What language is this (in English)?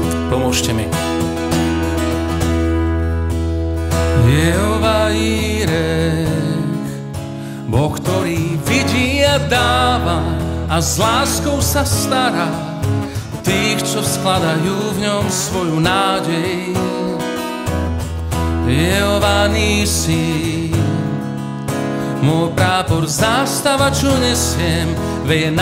Slovak